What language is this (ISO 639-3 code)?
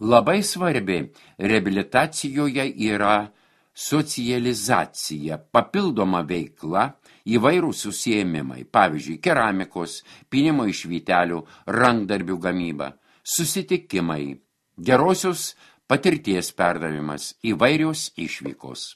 lit